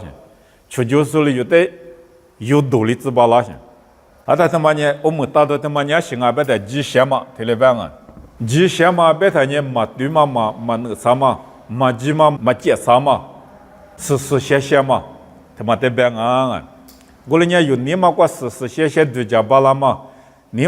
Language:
Lisu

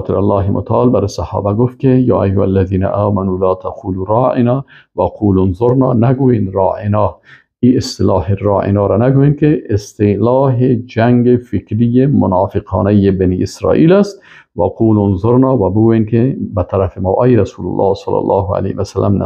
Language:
Persian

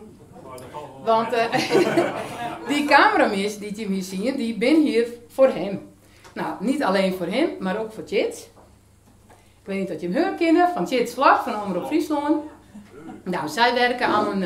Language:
Dutch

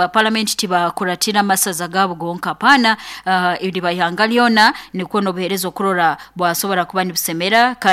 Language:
Nyoro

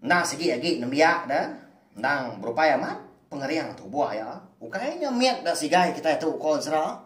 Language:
Iban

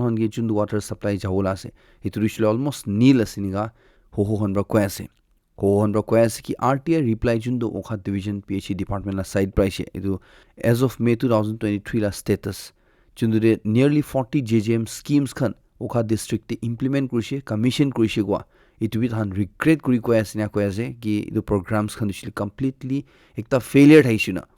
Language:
Naga Pidgin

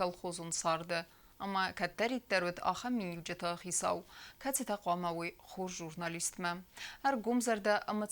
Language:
Ossetic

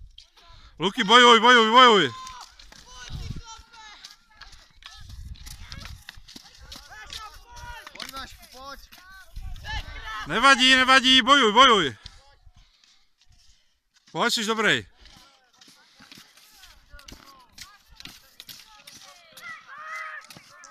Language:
Czech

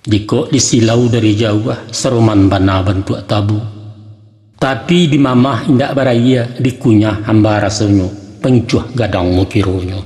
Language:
Minangkabau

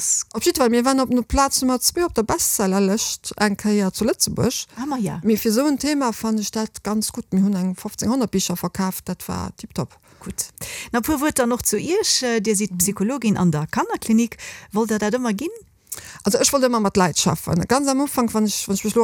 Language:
Luxembourgish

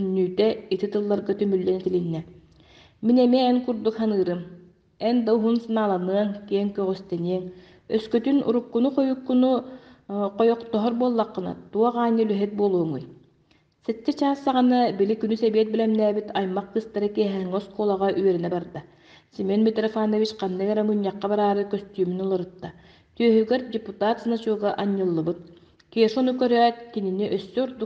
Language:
Yakut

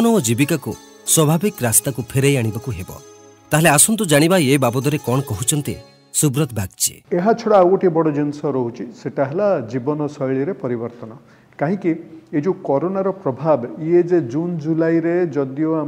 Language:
Odia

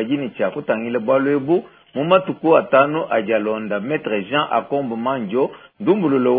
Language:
Luba-Lulua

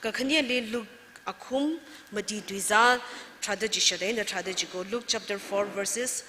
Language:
Tangkhul Naga (India)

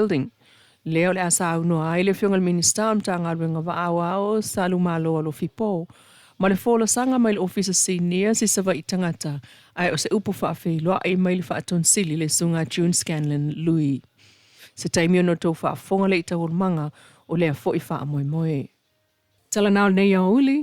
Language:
Samoan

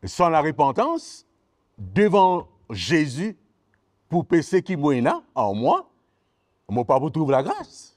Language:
Morisyen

